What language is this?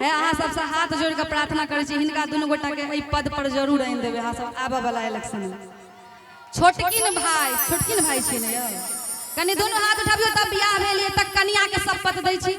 Maithili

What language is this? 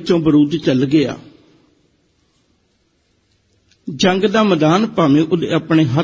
Punjabi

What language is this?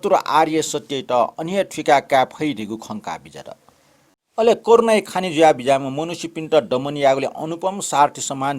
Newari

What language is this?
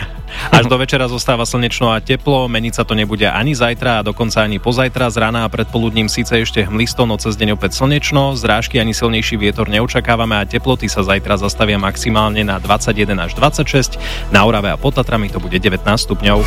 Slovak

